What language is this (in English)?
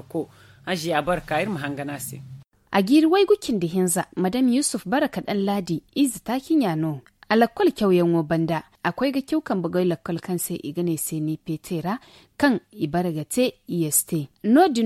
Zarma